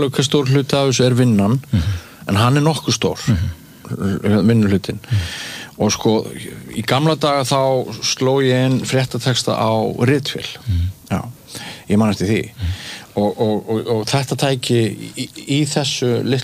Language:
Icelandic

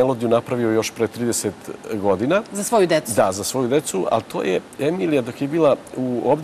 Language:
Serbian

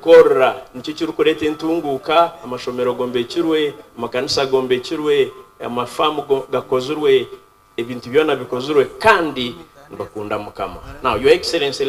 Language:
Nyankole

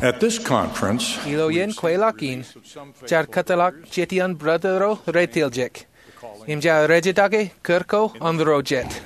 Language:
Marshallese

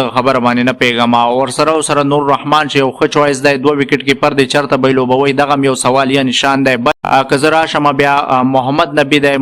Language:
Pashto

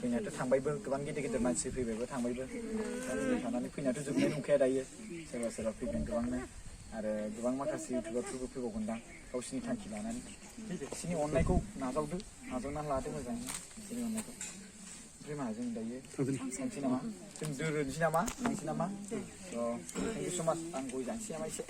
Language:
Bodo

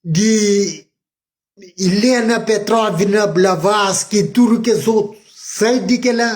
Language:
Kabuverdianu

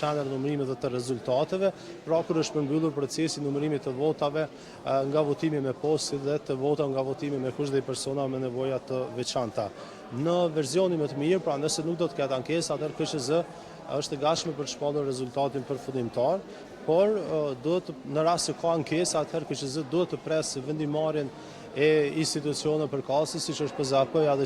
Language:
Albanian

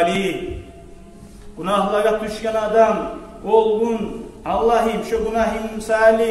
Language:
Kumyk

